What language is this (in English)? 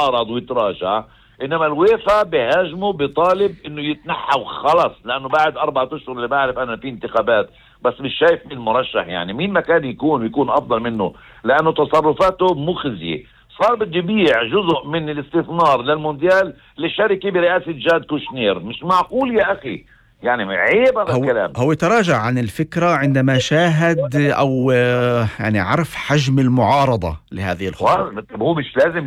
North Levantine Arabic